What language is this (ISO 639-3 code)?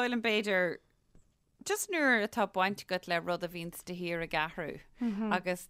gle